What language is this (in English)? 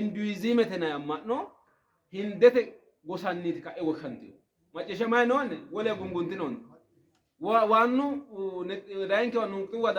Sidamo